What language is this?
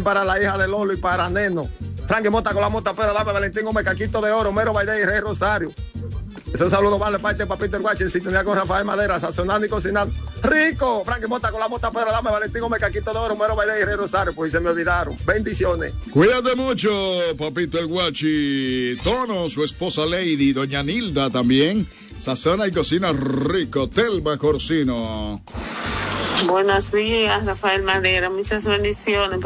Spanish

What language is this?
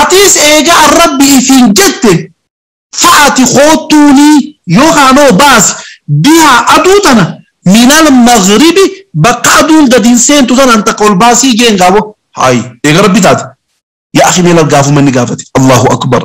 Oromo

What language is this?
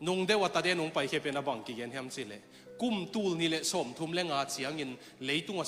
Tedim Chin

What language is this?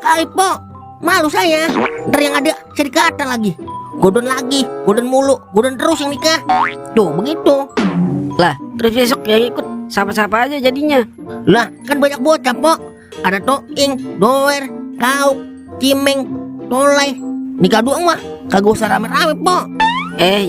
Betawi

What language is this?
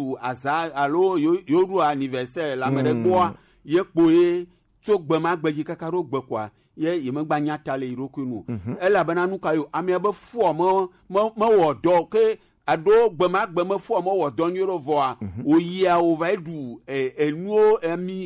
Gen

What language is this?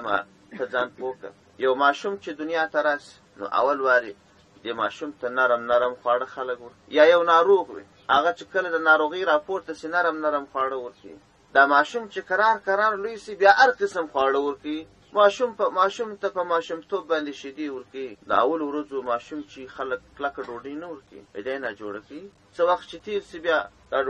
Pashto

